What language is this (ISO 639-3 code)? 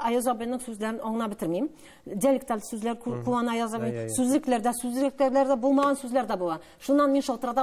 tat